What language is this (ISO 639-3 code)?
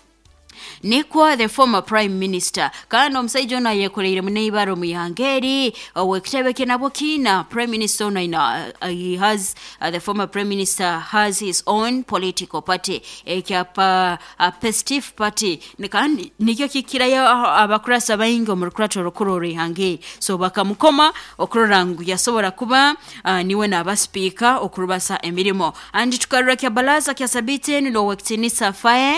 nyo